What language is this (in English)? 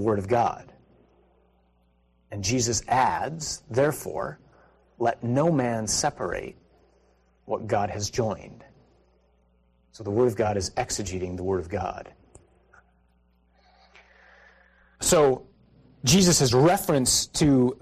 English